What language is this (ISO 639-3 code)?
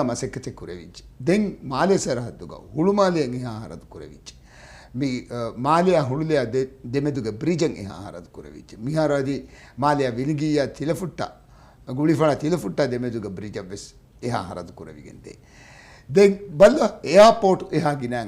div